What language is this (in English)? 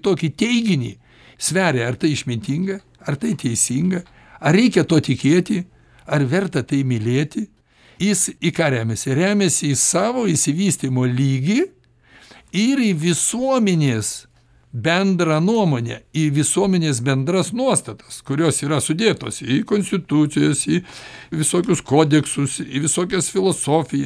Lithuanian